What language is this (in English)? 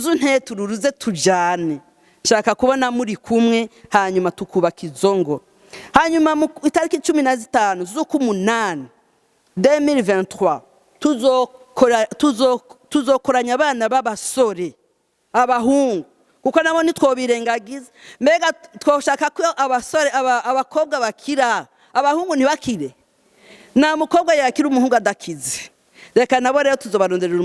Rundi